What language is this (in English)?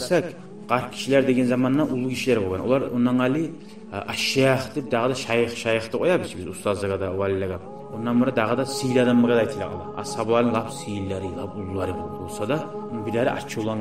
Kumyk